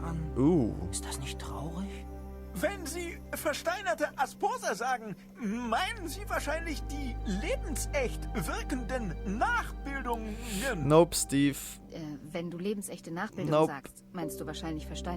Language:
Swiss German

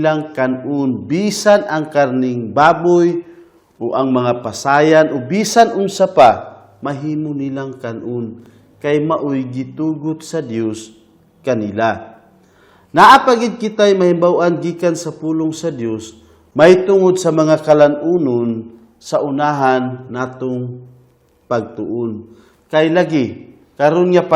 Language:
Cebuano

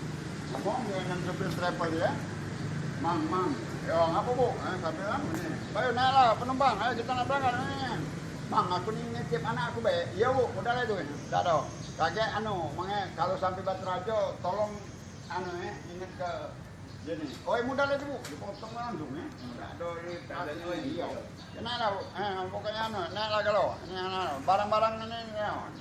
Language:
Musi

